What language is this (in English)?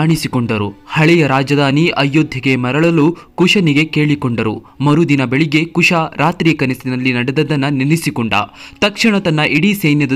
Kannada